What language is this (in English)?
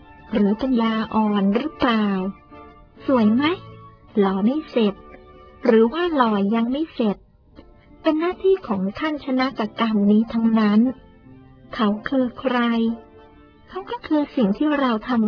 Thai